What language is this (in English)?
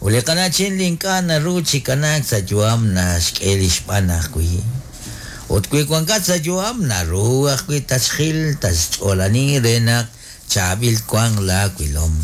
Kekchí